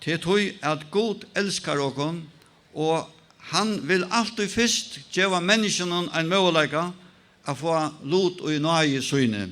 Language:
Faroese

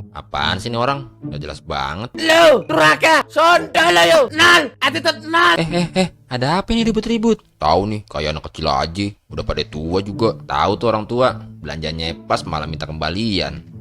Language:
Betawi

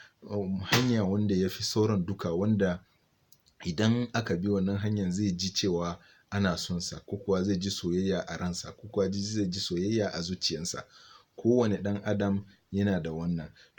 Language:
Hausa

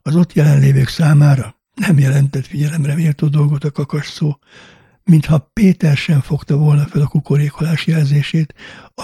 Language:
Hungarian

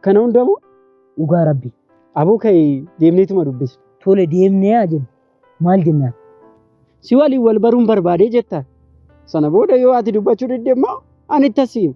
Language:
Oromo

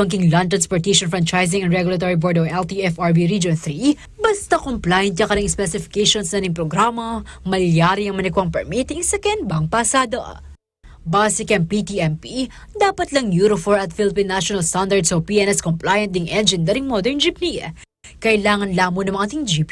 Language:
Pampanga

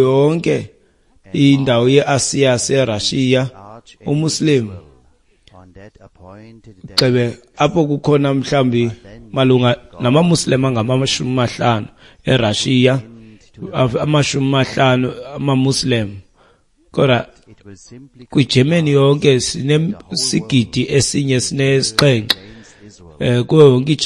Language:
Xhosa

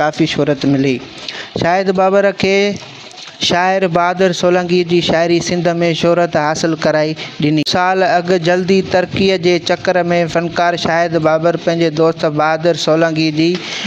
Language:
Sindhi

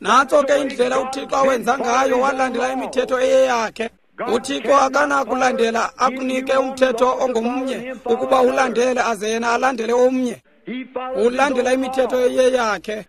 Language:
Xhosa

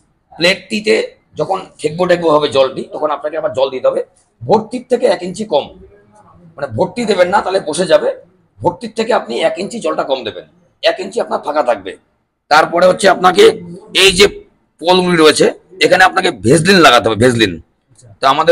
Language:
Bangla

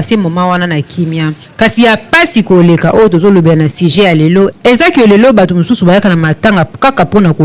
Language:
Lingala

